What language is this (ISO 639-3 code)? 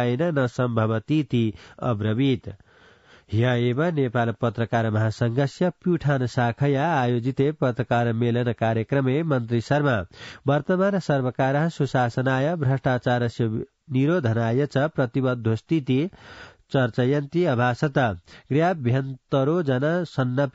san